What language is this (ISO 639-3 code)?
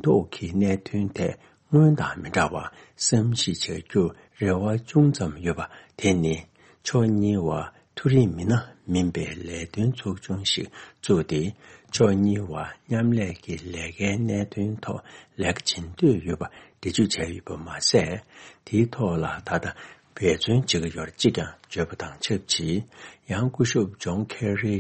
bod